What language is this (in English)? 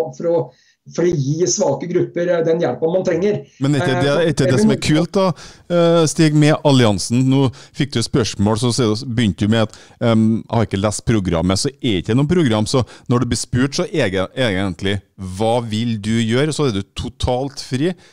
Norwegian